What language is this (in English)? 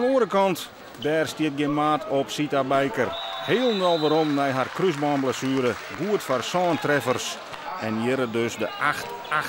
Western Frisian